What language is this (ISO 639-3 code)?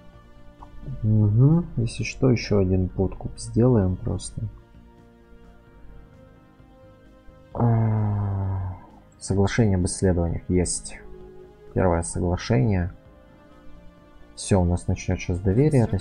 rus